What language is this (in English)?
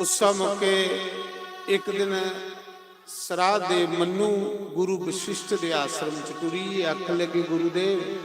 Dogri